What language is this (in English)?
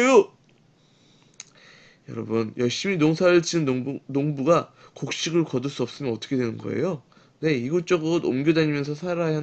Korean